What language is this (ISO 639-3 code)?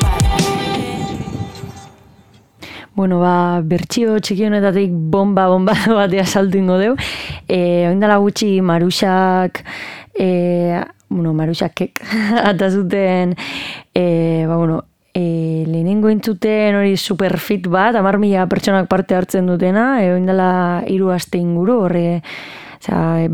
eus